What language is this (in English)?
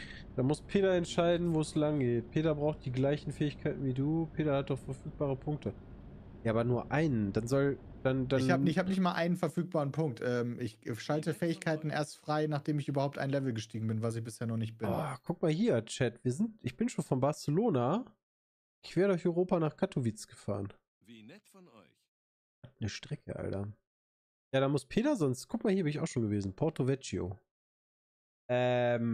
German